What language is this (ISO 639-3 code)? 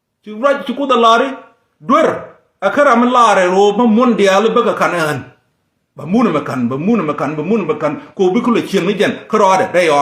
nus